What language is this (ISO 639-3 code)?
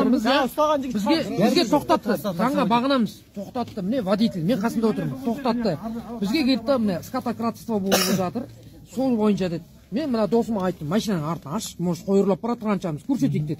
kaz